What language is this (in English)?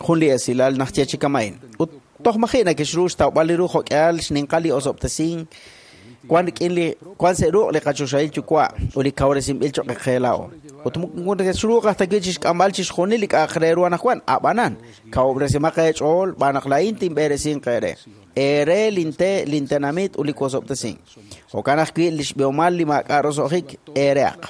Kekchí